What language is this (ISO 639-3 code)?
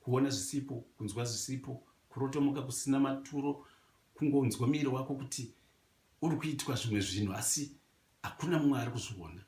sna